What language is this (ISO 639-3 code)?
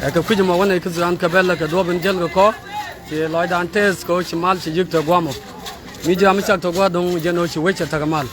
nus